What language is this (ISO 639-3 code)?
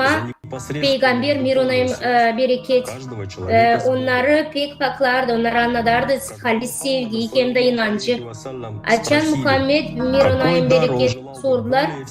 gag